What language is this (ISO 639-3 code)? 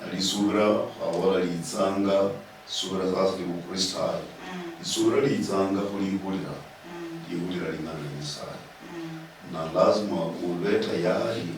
luy